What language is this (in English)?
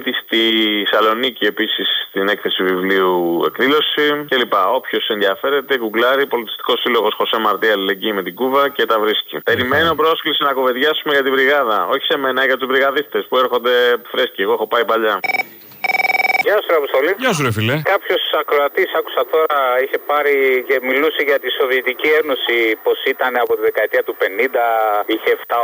Greek